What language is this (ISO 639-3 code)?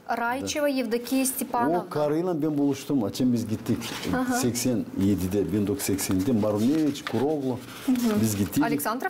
gag